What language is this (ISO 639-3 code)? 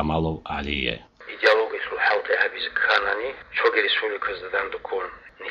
ava